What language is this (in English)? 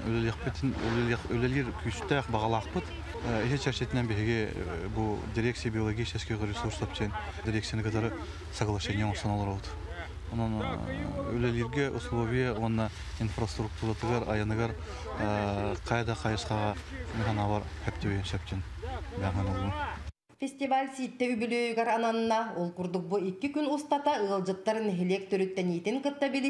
Yakut